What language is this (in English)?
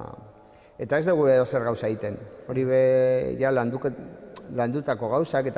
Basque